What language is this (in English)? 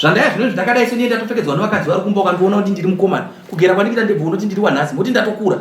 Shona